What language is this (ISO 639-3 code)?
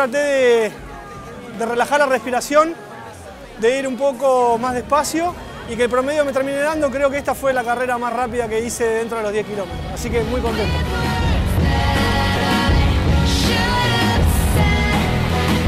spa